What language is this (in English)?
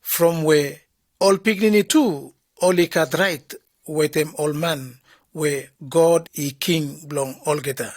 Bislama